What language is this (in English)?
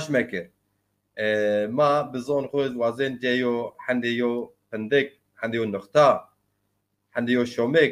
Zaza